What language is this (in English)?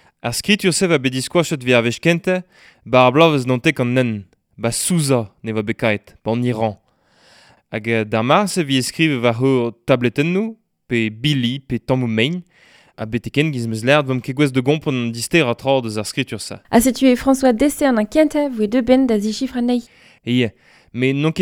Breton